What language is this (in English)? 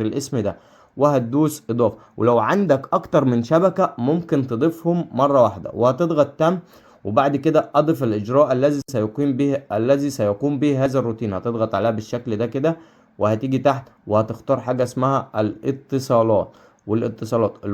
Egyptian Arabic